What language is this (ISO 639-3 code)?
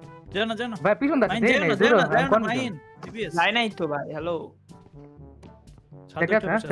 ben